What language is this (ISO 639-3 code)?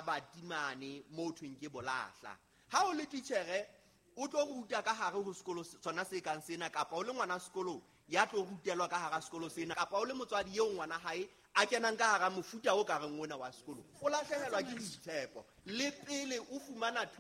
sot